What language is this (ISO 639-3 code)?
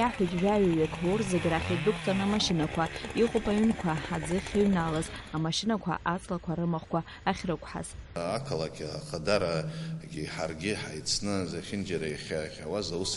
abk